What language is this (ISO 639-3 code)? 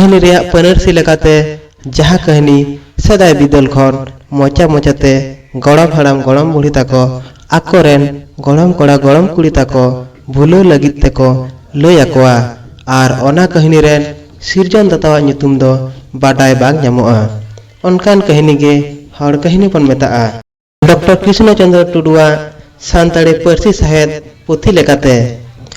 sat